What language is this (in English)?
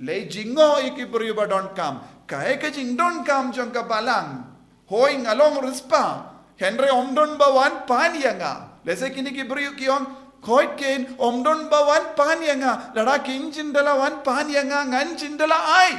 Khasi